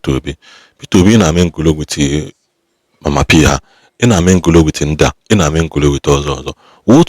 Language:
Igbo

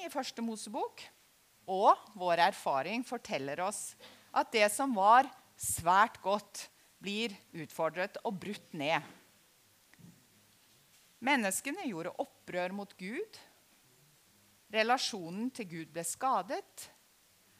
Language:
Norwegian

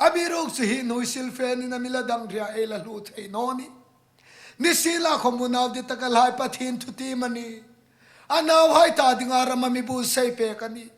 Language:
Hmar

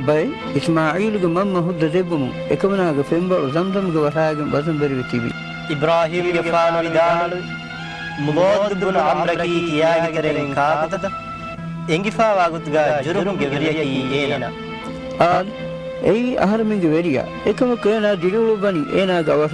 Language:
Divehi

